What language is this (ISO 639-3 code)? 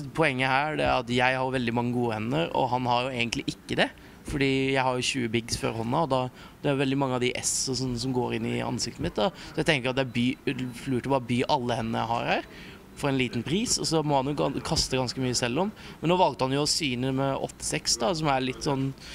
nor